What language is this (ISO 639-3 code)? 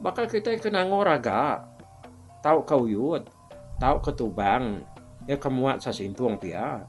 iba